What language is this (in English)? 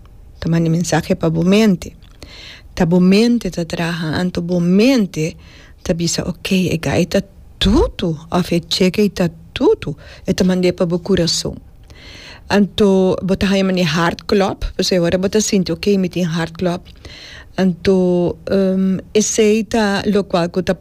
Papiamento